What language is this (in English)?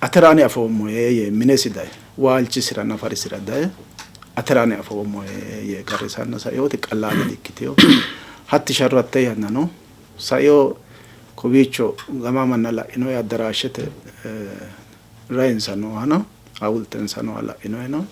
Sidamo